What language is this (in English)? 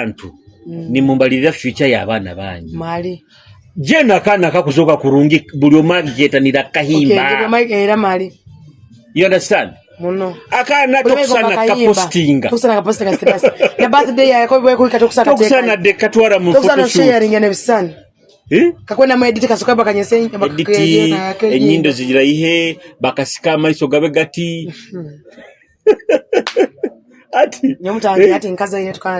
Nyoro